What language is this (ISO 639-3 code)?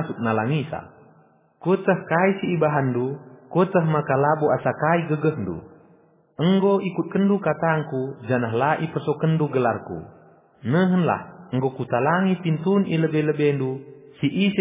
btx